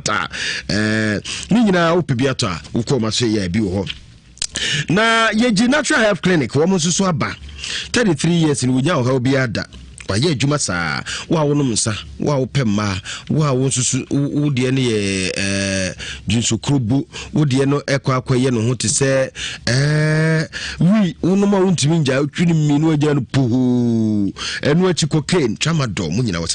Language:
Akan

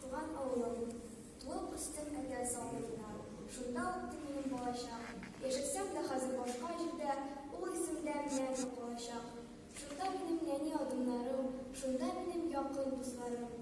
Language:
Tatar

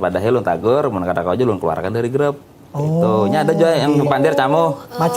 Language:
Banjar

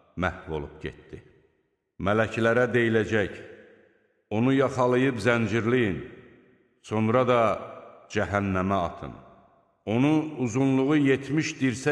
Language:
Azerbaijani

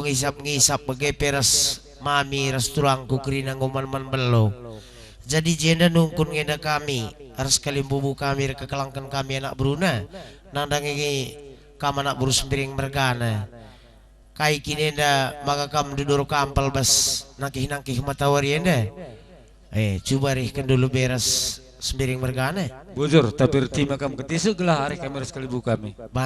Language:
Batak Karo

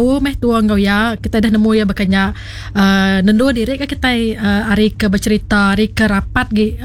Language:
Iban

